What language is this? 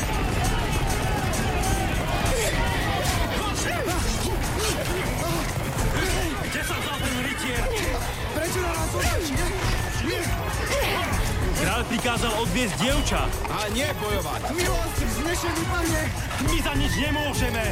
Slovak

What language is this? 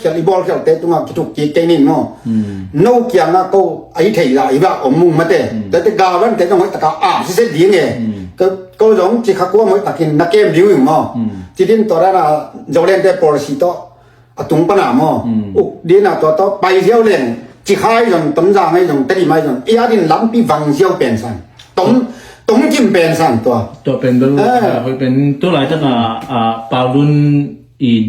Tedim Chin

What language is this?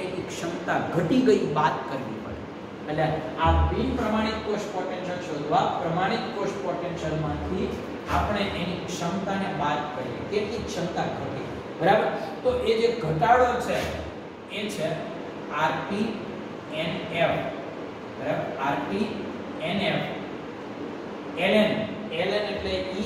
Gujarati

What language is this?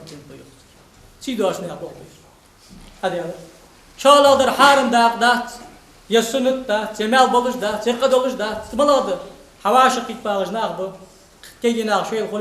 Ingush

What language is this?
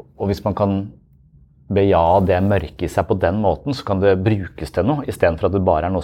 Norwegian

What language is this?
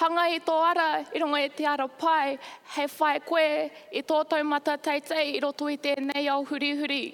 Māori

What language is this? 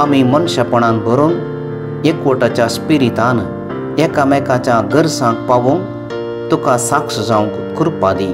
Konkani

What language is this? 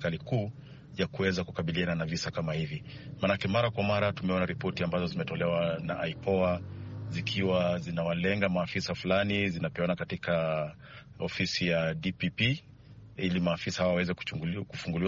Swahili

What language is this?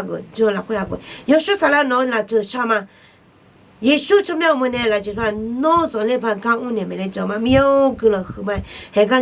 Akha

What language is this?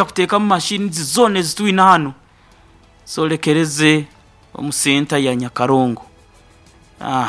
Nyoro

